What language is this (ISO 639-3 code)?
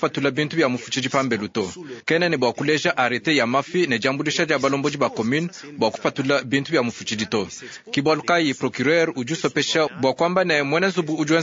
lua